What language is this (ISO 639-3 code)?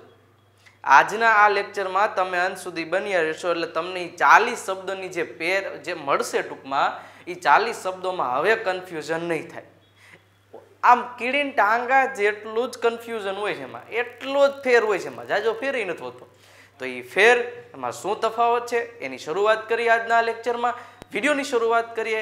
guj